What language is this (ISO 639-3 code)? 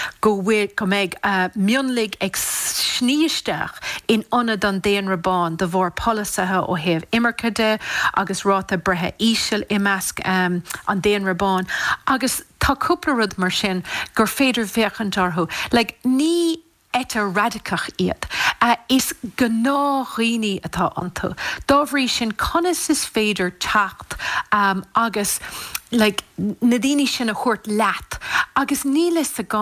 gle